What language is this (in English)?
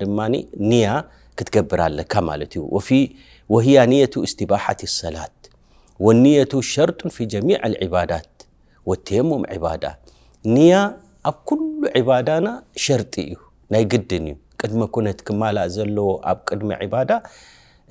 Tigrinya